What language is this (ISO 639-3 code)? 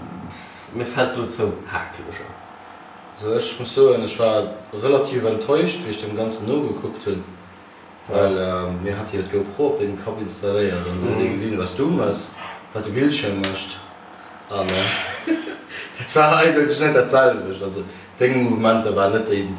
ltz